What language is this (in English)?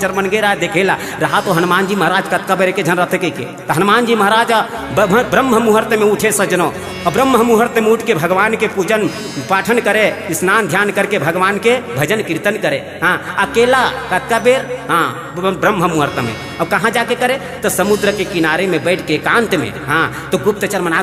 Chhattisgarhi